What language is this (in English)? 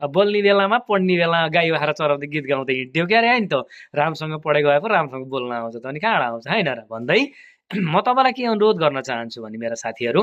Nepali